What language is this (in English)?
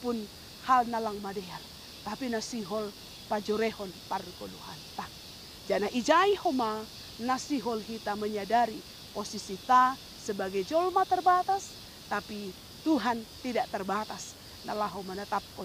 Batak Simalungun